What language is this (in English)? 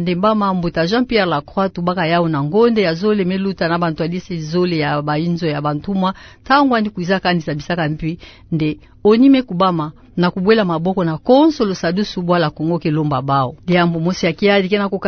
Kituba (Democratic Republic of Congo)